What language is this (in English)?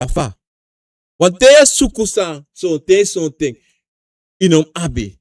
Sranan Tongo